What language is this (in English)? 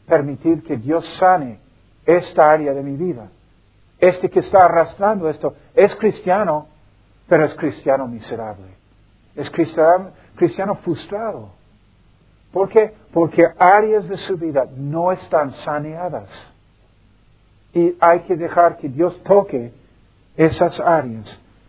Spanish